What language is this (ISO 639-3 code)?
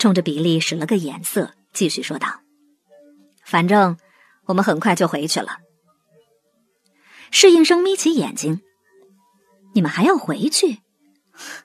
zho